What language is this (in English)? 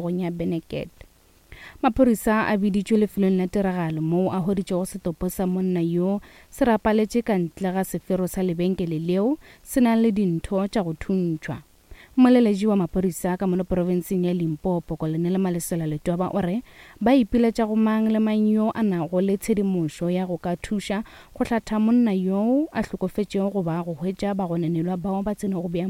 Northern Sotho